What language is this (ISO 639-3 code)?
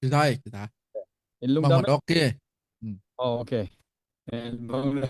ctd